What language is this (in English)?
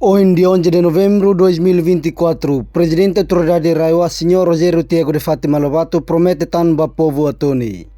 Tetum